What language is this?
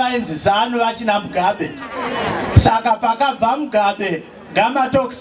Shona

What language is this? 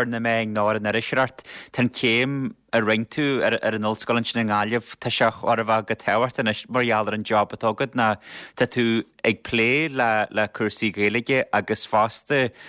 Irish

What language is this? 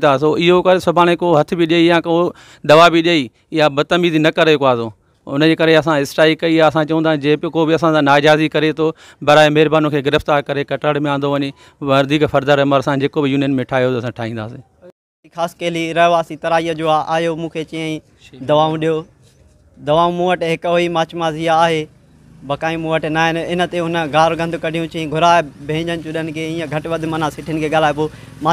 Sindhi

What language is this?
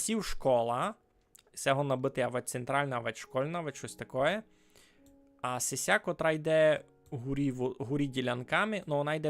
Rusyn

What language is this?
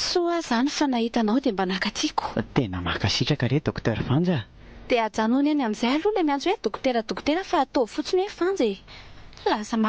Malagasy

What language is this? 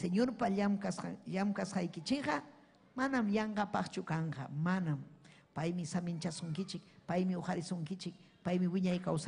Ayacucho Quechua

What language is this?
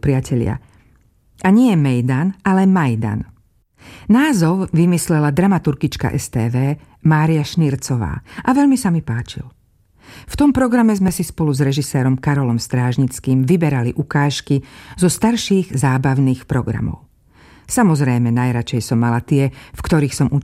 Slovak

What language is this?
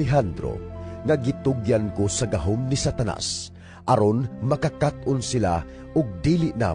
Cebuano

